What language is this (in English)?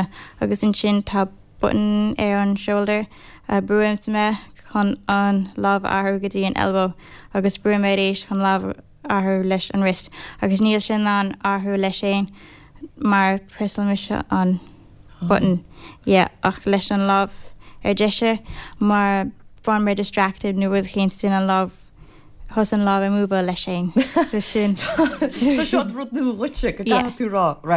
Irish